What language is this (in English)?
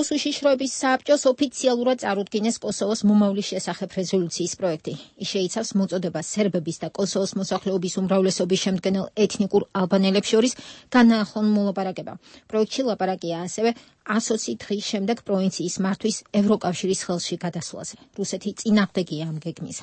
Georgian